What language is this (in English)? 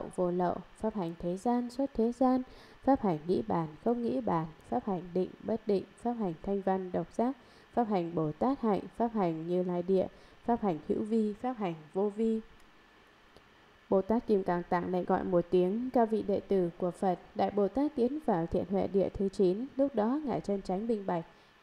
Vietnamese